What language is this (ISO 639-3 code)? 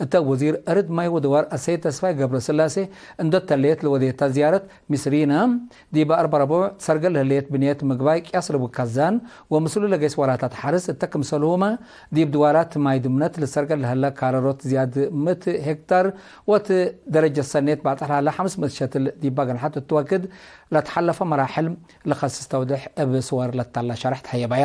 tig